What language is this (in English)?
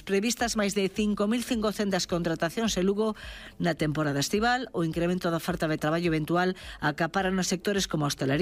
Galician